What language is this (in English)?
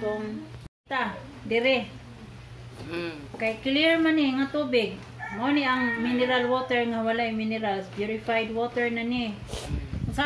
Cebuano